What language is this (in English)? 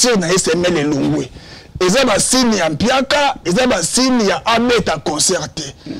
Lingala